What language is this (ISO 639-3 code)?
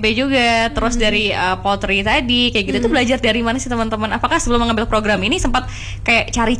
ind